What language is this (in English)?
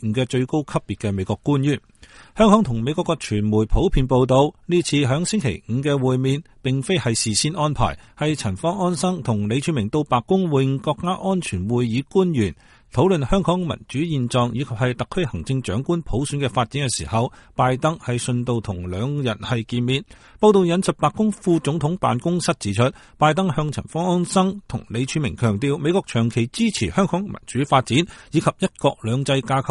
Cantonese